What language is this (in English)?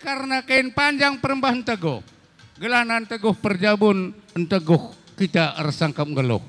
Batak Karo